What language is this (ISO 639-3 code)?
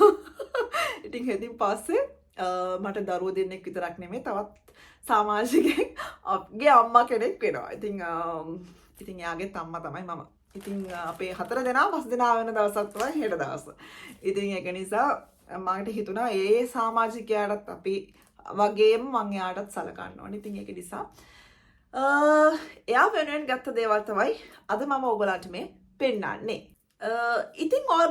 sin